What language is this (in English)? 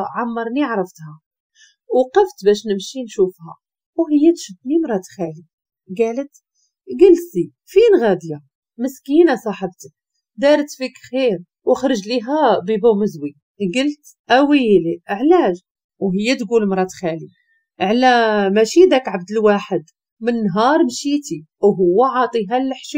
Moroccan Arabic